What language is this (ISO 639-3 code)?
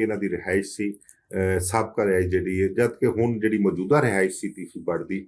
lah